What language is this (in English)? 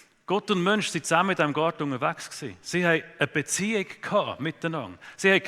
Swiss German